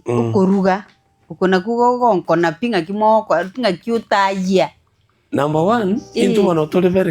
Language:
Gusii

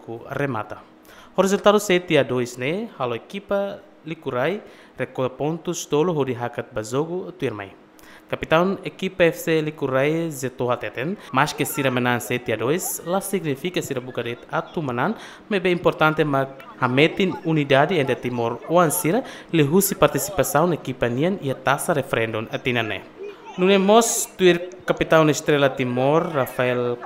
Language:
Tetum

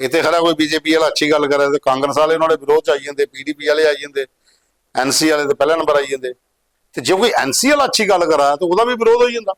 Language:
Dogri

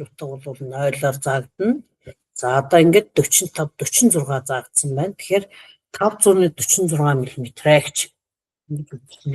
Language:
Mongolian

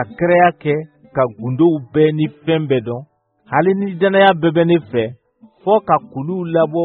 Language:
Bambara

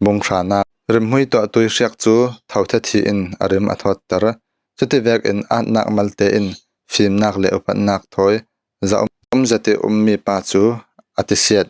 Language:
Falam Chin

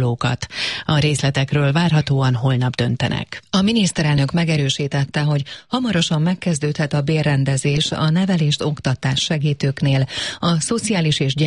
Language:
Hungarian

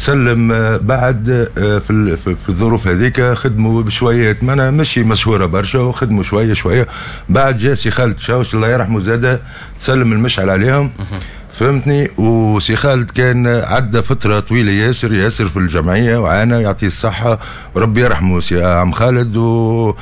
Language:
Tunisian Arabic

